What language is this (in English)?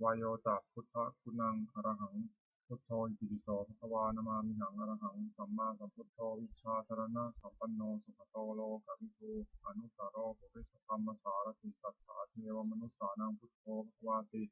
Pali